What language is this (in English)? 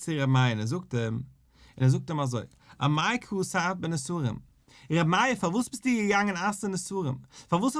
Yiddish